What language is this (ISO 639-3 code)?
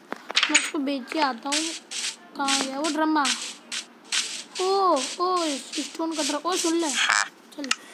hin